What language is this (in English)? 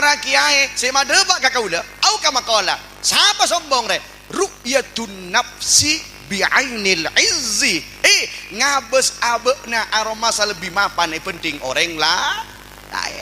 Madurese